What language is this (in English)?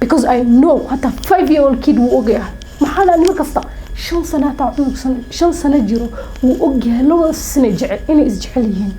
Somali